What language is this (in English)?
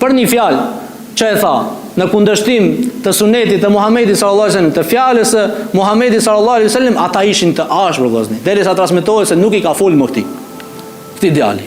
Albanian